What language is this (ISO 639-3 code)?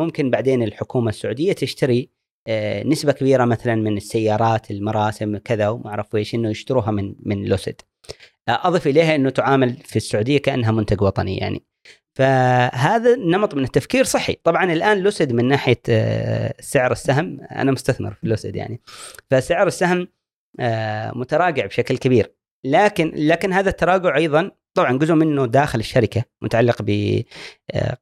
afb